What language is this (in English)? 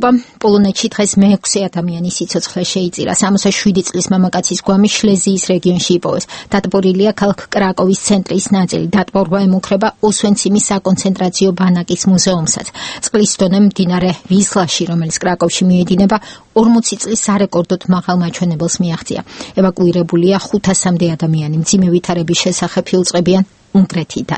Georgian